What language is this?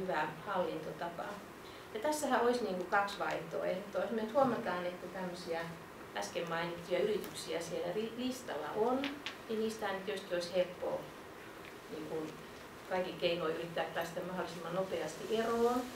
Finnish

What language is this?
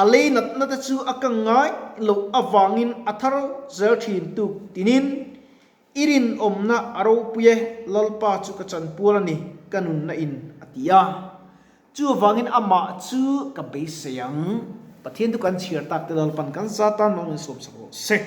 Mizo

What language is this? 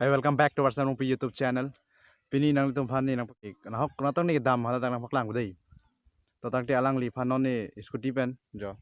Karbi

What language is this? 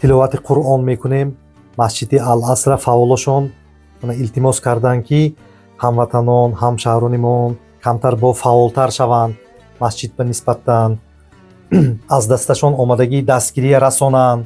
Tajik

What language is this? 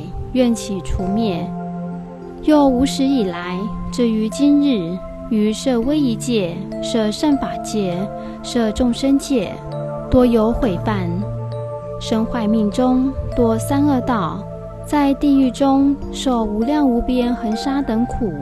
Chinese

